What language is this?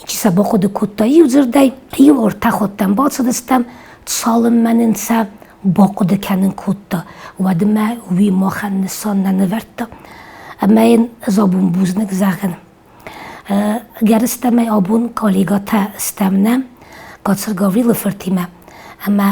Ossetic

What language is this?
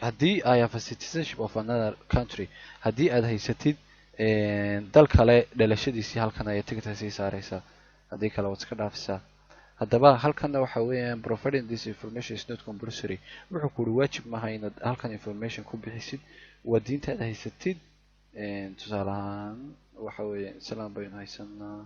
Somali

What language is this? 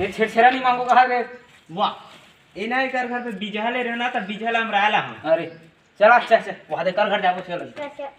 Chhattisgarhi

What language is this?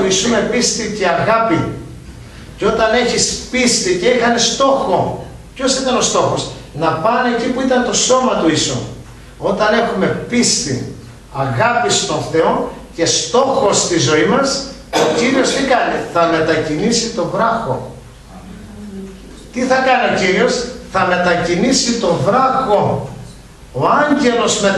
Greek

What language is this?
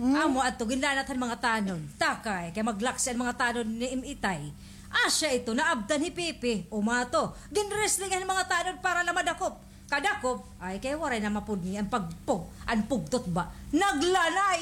Waray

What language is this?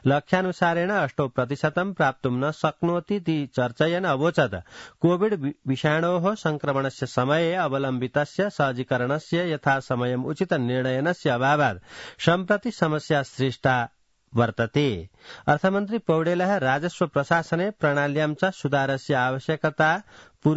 Sanskrit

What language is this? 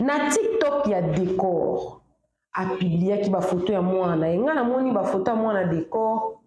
Lingala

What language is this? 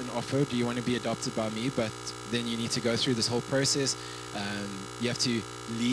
English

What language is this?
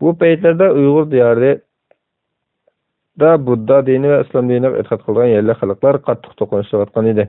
Uyghur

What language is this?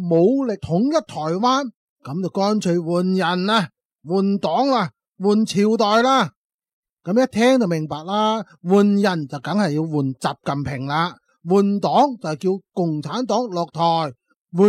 Cantonese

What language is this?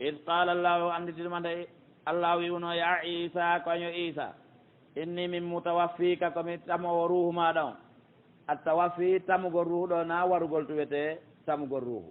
Pular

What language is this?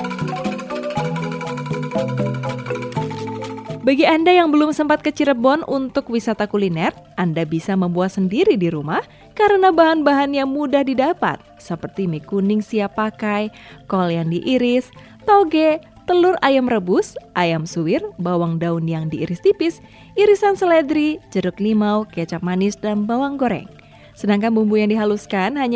Indonesian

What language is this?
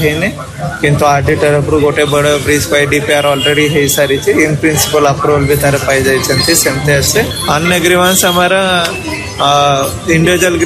Odia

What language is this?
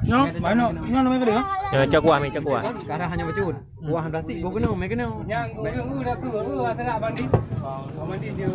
Achinese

